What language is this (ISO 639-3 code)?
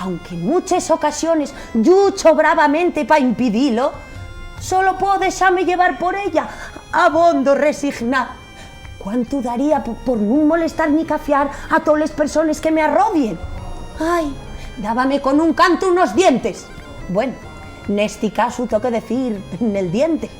ast